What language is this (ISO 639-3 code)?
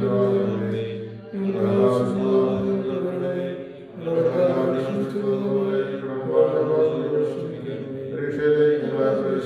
mal